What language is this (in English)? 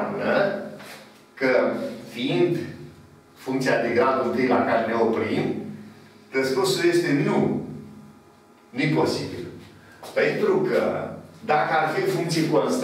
Romanian